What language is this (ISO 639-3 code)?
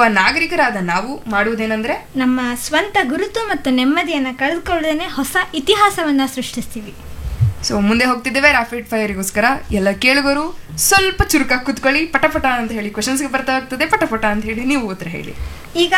kan